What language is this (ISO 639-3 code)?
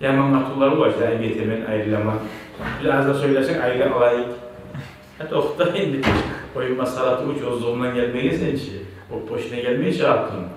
kum